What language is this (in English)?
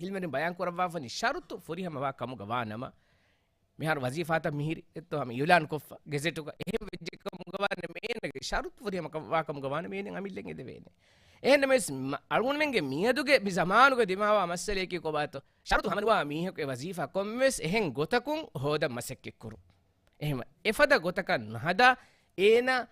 Divehi